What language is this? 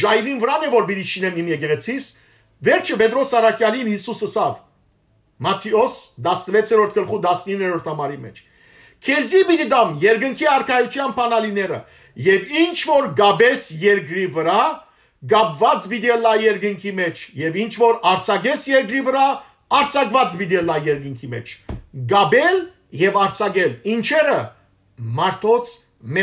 Western Armenian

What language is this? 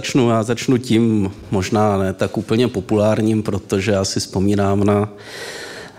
Czech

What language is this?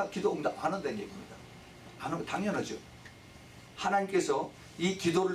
Korean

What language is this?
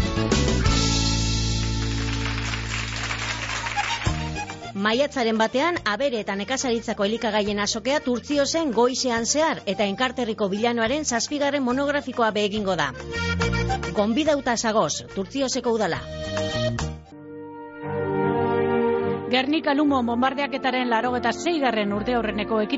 Basque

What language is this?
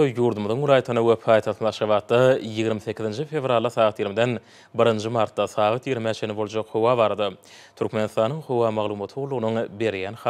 Turkmen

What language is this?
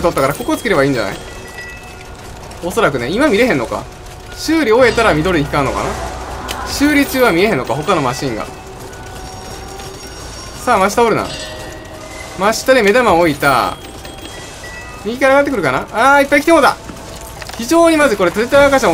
Japanese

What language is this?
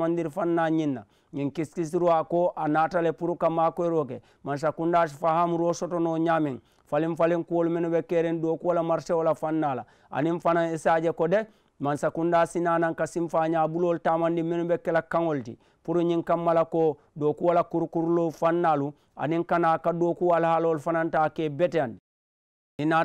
Mandingo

